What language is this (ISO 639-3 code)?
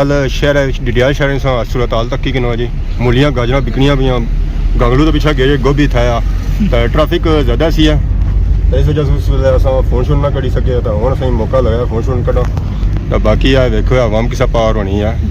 phr